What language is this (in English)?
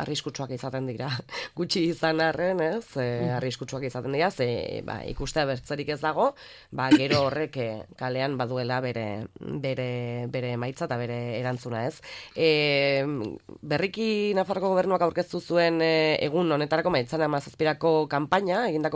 Basque